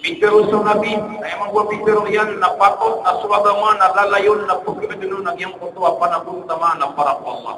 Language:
Maranao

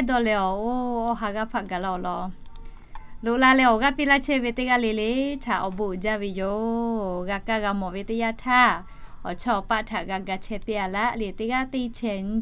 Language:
Lahu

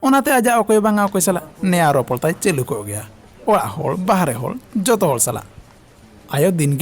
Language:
Santali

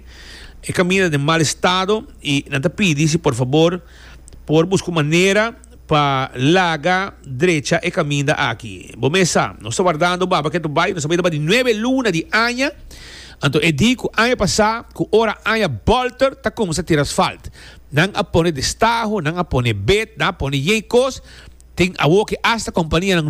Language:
Papiamento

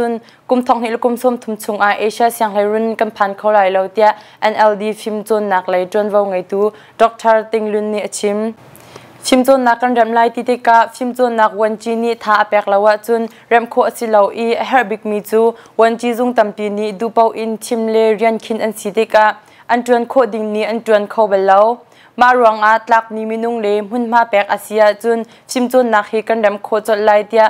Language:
Hakha Chin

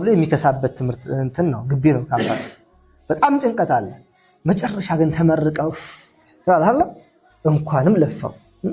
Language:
Amharic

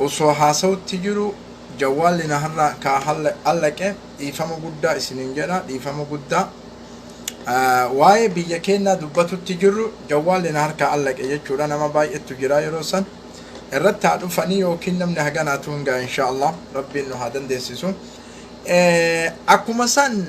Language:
Oromo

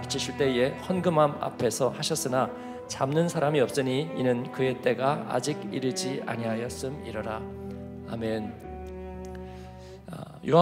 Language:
Korean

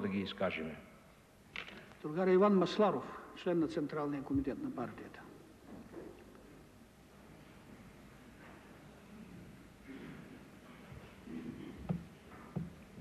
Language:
Bulgarian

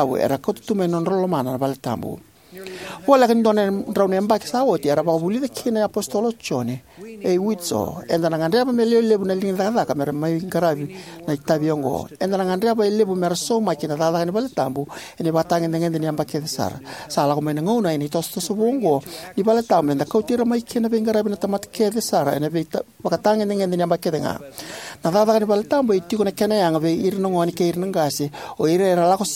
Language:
Fijian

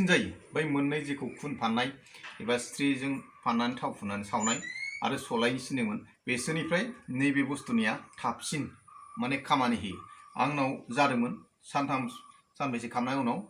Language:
Bodo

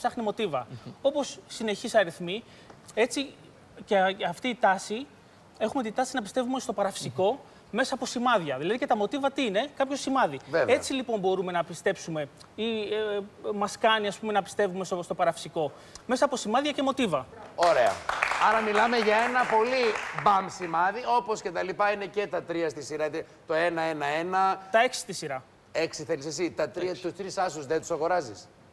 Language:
Greek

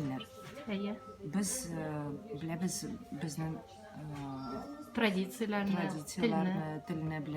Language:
Tatar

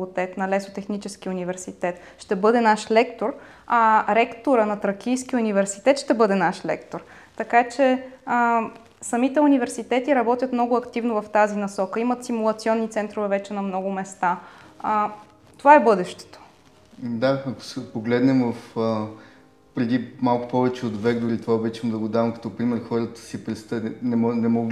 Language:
Bulgarian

